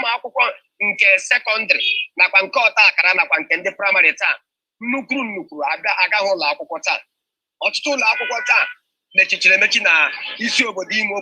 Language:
Igbo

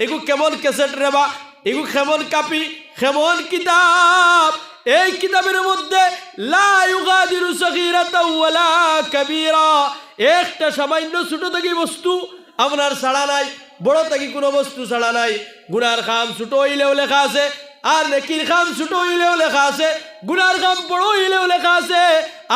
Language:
Sylheti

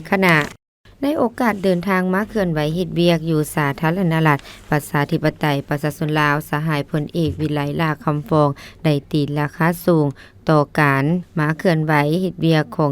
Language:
Lao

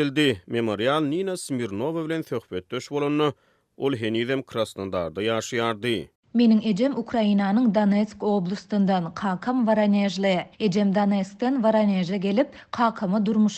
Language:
Turkmen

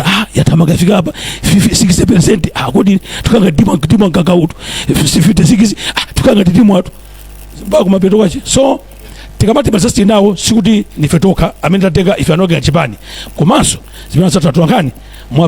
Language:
Nyanja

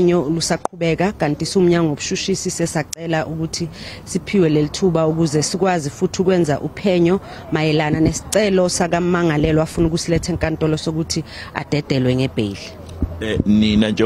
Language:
Zulu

